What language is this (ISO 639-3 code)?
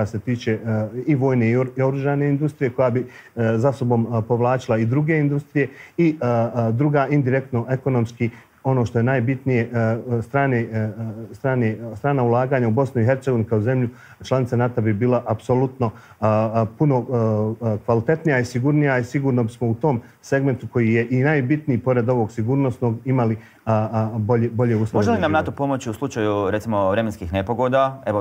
bos